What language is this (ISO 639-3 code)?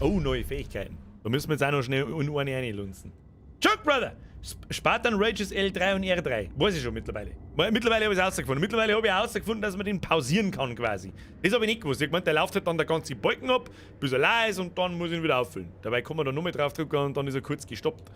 bar